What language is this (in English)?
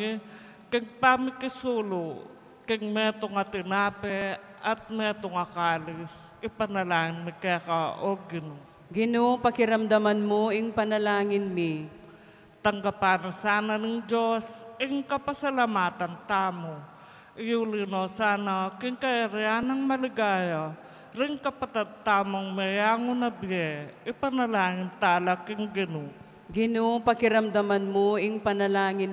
Pampanga